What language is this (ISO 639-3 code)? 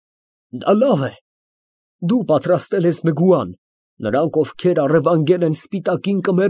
hye